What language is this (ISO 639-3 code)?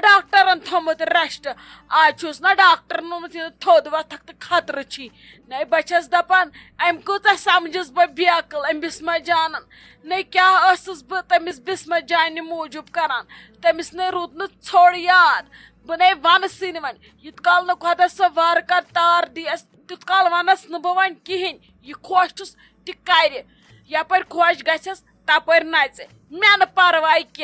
kas